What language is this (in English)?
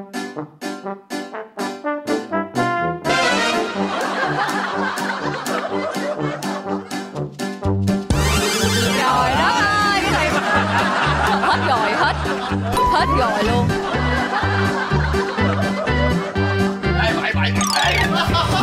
Vietnamese